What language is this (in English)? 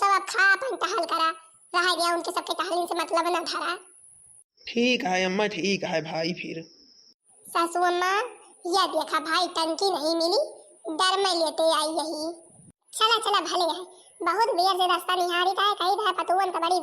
Awadhi